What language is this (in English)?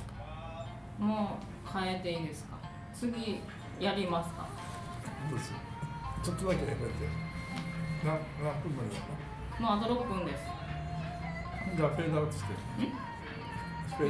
Japanese